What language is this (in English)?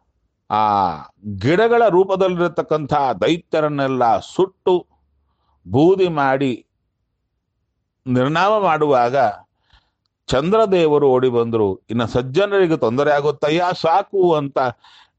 Kannada